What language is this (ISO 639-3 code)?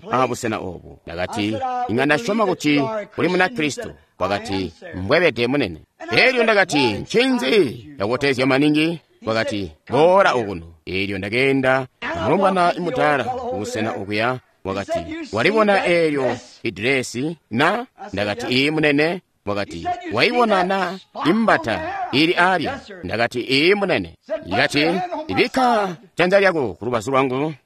toi